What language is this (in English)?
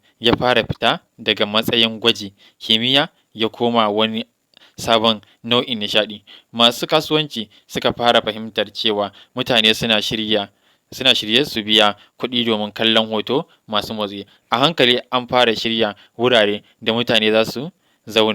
Hausa